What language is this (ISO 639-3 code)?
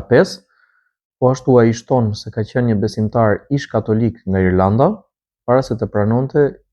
sqi